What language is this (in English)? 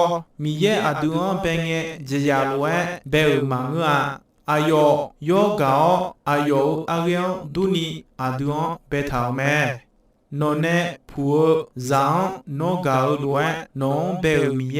Akha